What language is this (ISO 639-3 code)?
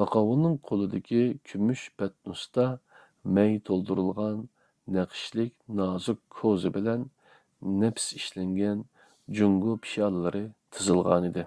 uig